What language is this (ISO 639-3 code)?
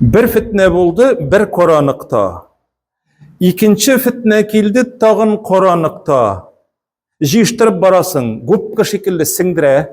tat